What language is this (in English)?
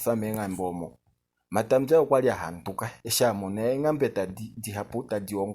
Kuanyama